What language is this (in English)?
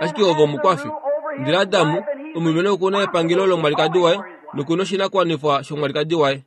Kuanyama